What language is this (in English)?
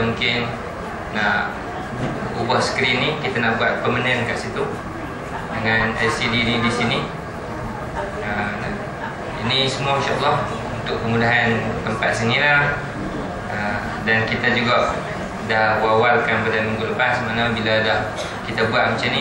Malay